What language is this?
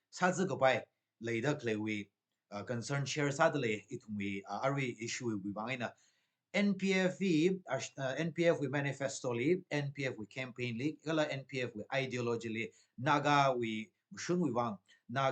Tangkhul Naga (India)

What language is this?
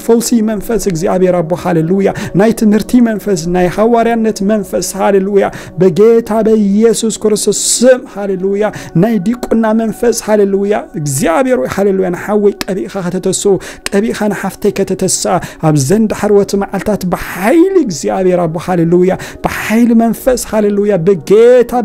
Tigrinya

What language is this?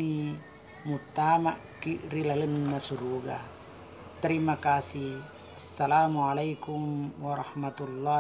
Buginese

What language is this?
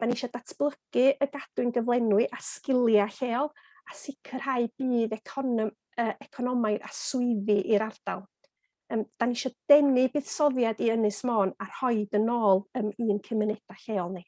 Welsh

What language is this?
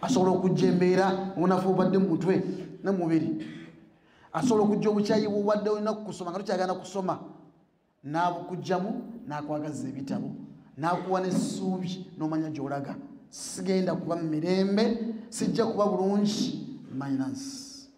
Ganda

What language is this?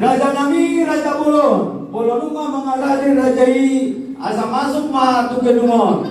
Batak Toba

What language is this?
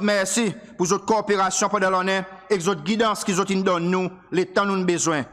Seselwa Creole French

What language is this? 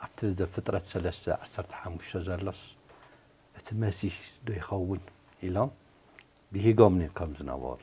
Tigrinya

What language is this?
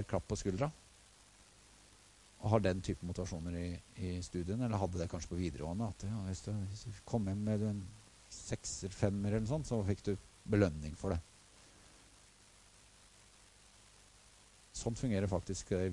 Norwegian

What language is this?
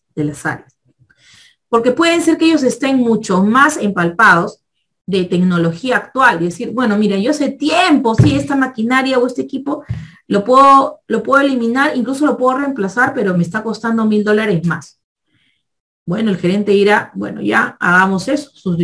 Spanish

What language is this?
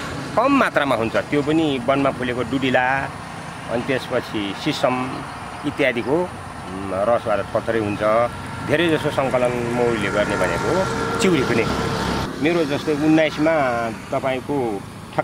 Nepali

